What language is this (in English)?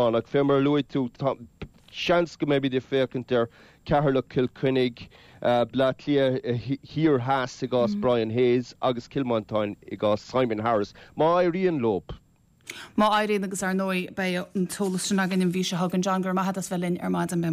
Irish